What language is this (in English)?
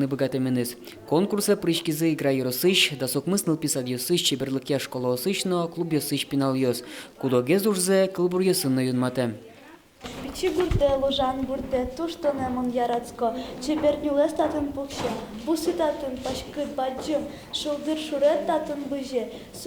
Udmurt